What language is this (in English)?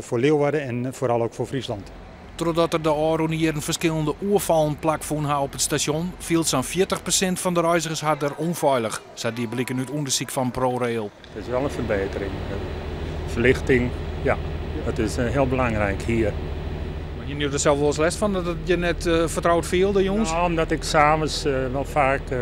Western Frisian